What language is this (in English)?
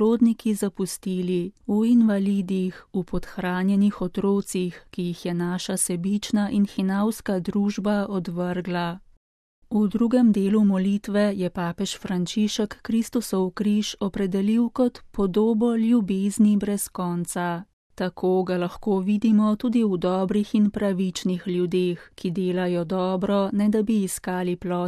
Slovenian